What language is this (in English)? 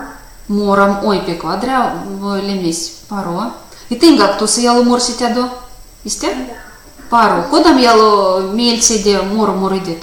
Erzya